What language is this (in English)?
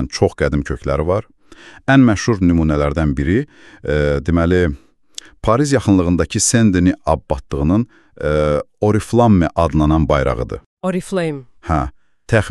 Azerbaijani